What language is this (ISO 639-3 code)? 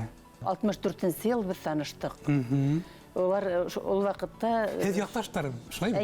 bak